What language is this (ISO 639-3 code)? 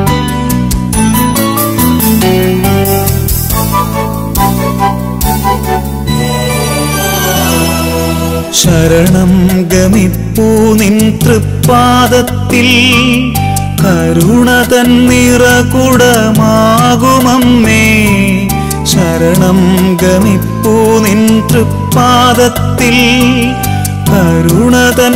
mal